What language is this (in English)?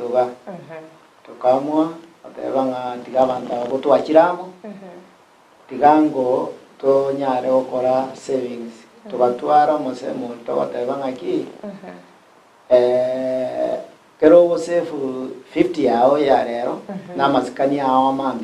Gusii